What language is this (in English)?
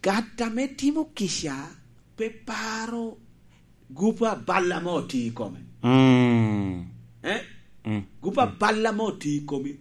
Lango (Uganda)